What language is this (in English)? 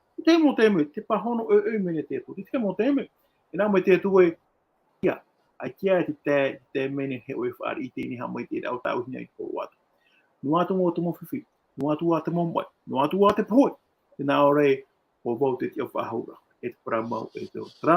Tahitian